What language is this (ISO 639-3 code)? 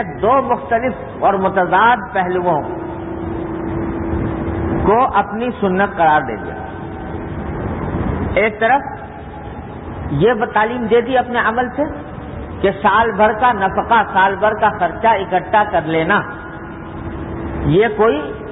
urd